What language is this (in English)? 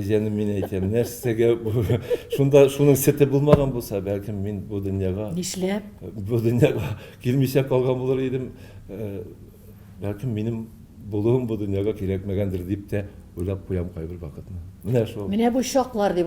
Tatar